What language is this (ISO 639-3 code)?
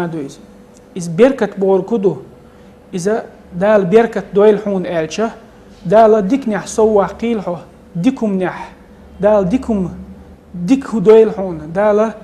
che